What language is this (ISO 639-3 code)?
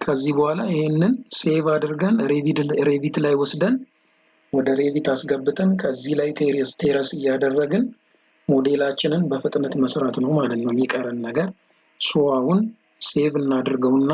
amh